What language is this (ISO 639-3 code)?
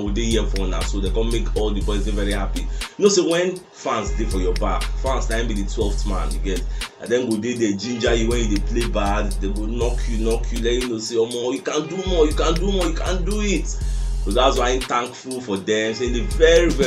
pcm